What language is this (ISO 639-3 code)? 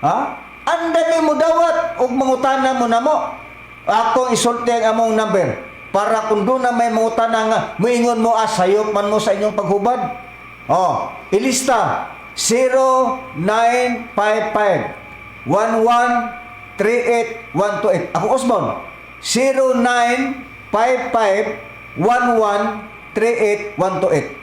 ceb